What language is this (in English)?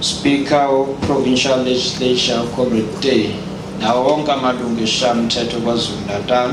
Zulu